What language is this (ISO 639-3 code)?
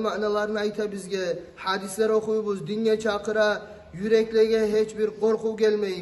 kum